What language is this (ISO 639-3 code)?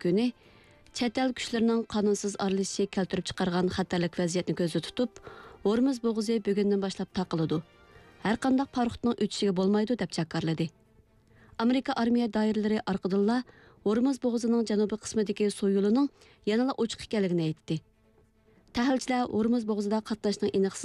uig